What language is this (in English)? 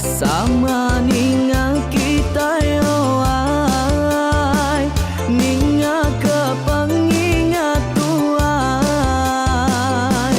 Iban